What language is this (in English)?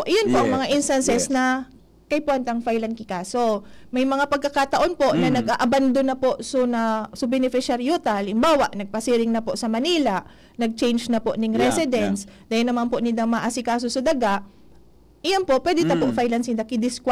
Bikol